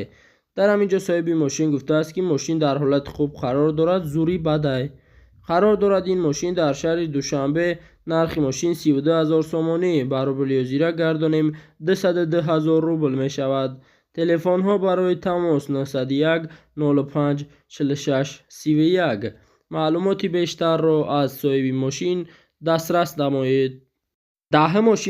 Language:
Tajik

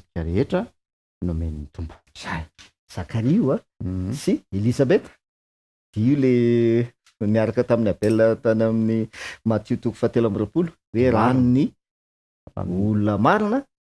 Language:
Malagasy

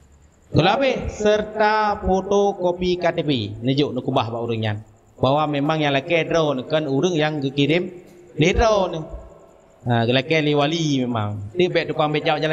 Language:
Achinese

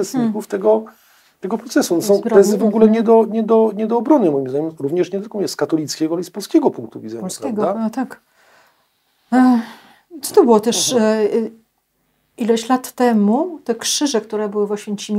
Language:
Polish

